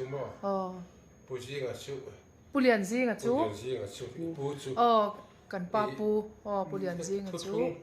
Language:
Mizo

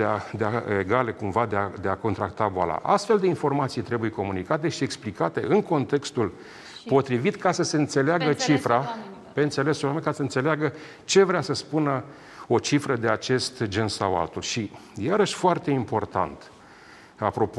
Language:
Romanian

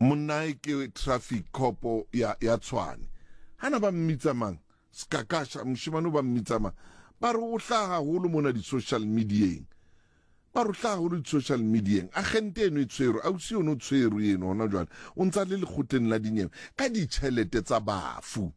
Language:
Southern Sotho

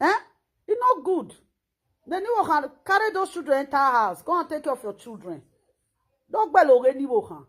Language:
Nigerian Pidgin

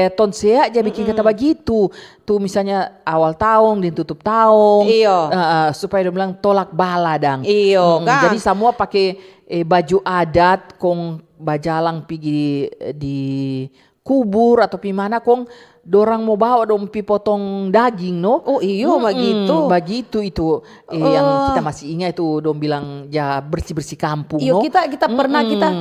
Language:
Manado Malay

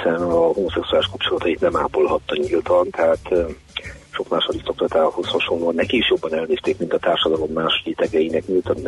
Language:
Hungarian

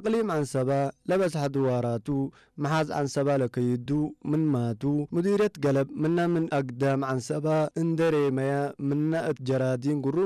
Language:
Tigre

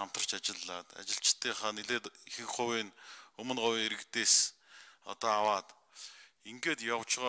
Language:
Mongolian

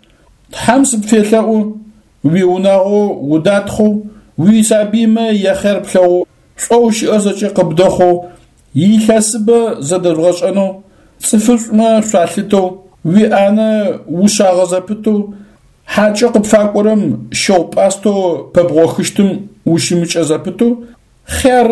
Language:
Adyghe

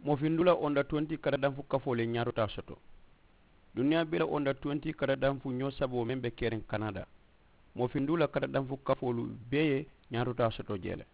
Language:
Mandingo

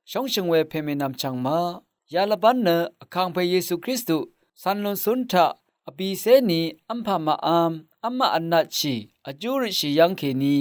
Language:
Rawang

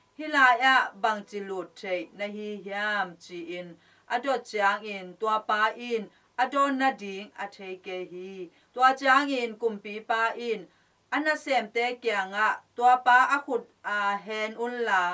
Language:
Tedim Chin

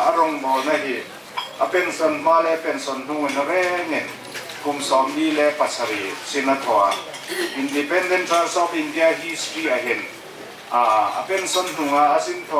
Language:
Hmar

